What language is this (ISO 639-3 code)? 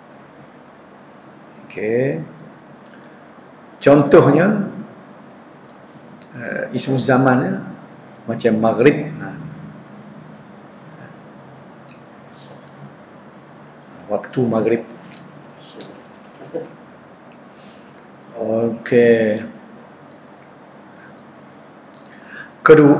msa